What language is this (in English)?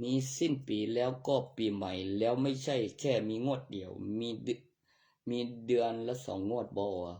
Northeastern Thai